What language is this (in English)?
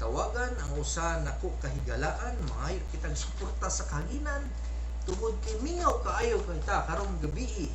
Cebuano